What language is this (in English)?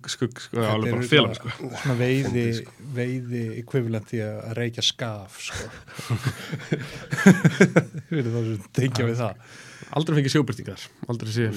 Icelandic